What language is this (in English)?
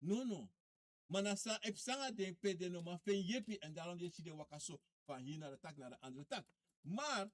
Sranan Tongo